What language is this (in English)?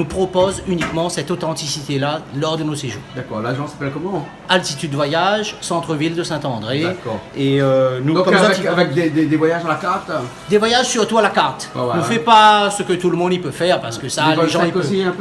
Réunion Creole French